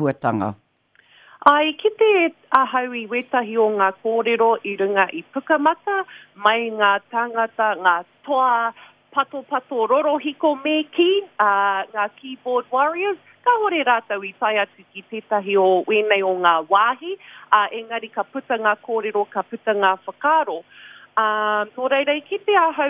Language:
Māori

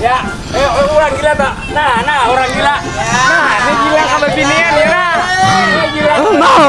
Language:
Banjar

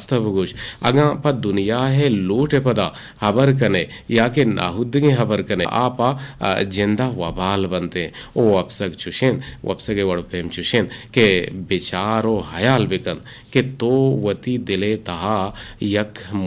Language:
Eastern Balochi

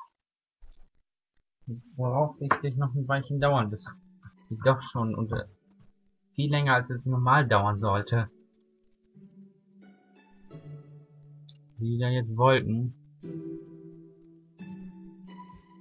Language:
German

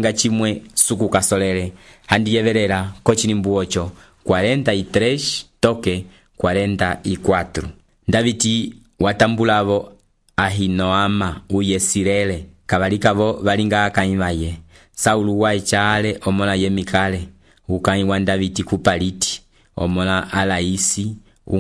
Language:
Umbundu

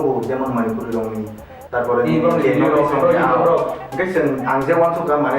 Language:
Kok Borok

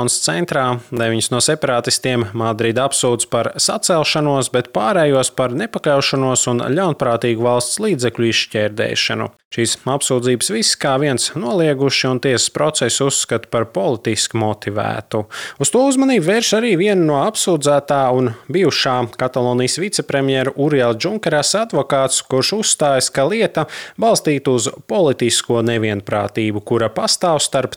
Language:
Latvian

